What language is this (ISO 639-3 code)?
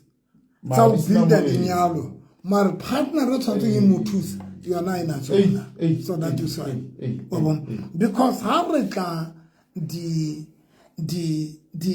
sot